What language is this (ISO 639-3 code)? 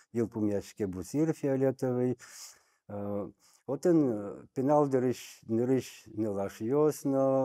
udm